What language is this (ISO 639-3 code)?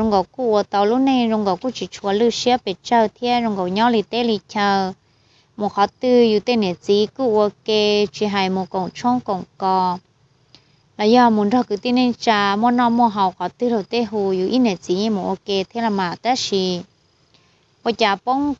vie